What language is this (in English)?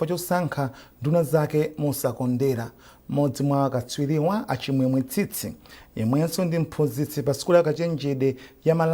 Nyanja